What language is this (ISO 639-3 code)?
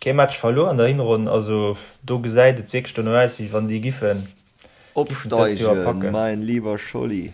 ltz